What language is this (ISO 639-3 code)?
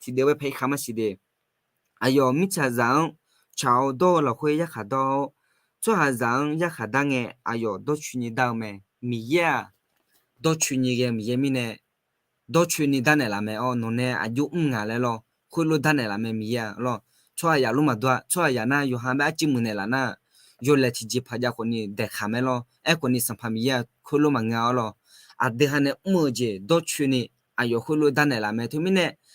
ahk